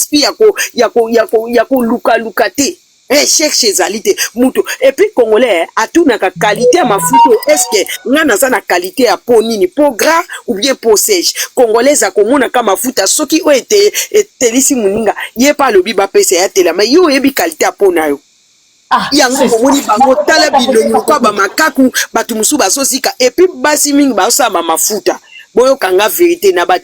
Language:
Lingala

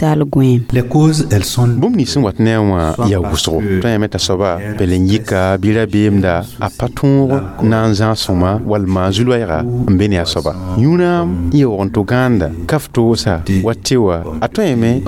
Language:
Mossi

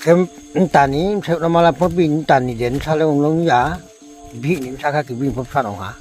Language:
Riang (India)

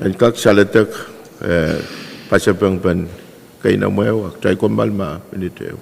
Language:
Pohnpeian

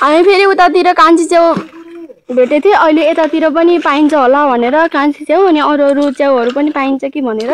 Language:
Nepali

